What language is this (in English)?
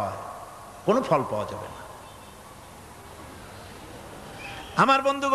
Bangla